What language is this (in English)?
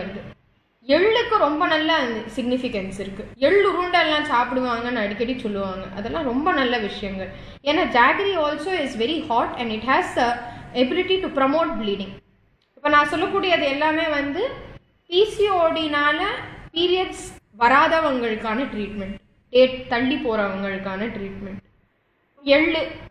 Tamil